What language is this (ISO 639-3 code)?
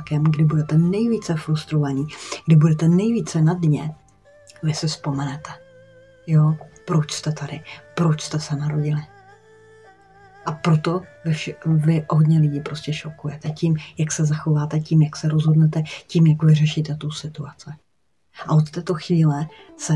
ces